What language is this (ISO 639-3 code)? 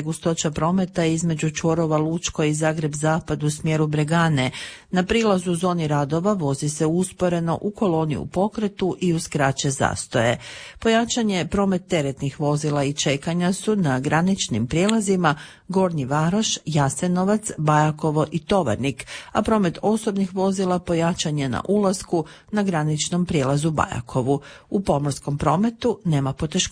hrv